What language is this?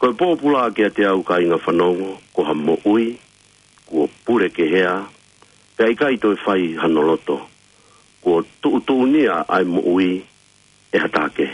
Tongan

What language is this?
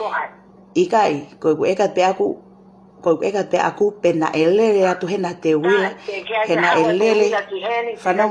Tongan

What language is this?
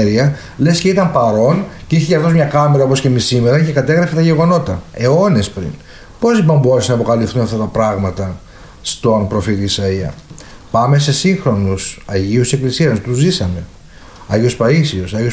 Greek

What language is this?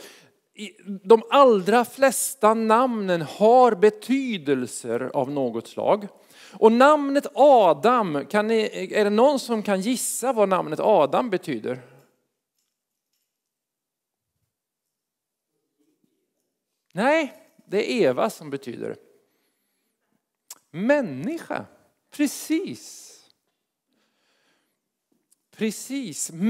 Swedish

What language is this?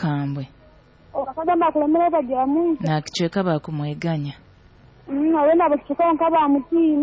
Nyoro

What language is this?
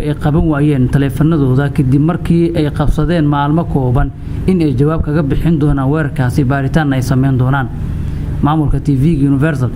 Somali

